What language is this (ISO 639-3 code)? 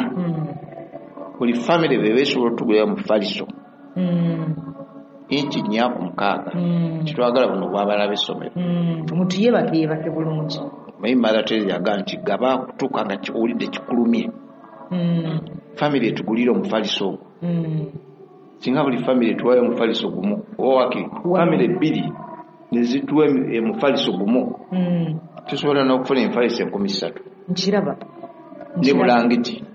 lug